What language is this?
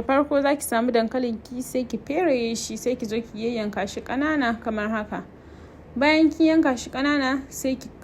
Hausa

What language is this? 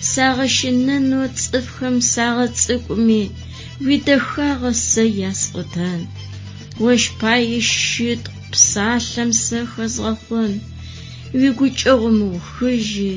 Adyghe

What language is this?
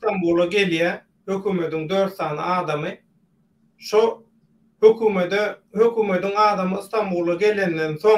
Turkmen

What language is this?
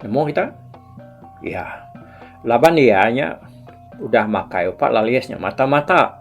Iban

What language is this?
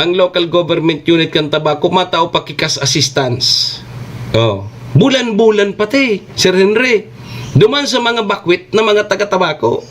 Bikol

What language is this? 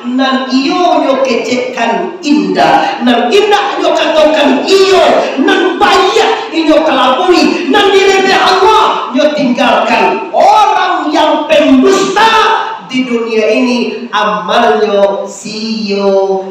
Minangkabau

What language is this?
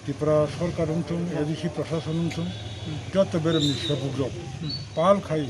Kok Borok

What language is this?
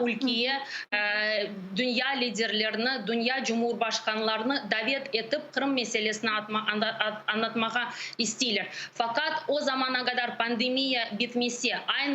Crimean Tatar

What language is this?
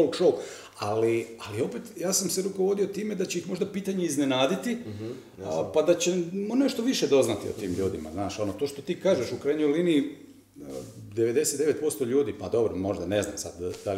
Croatian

